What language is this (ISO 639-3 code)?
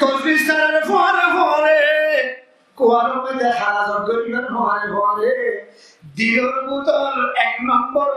rhg